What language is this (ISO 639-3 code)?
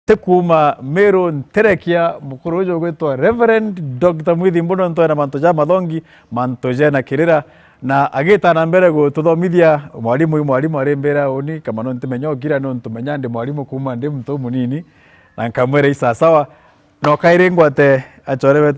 mer